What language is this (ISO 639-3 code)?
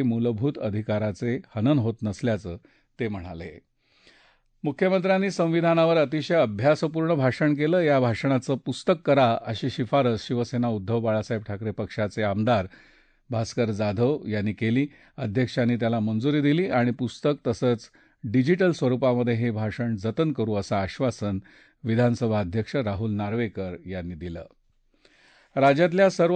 mar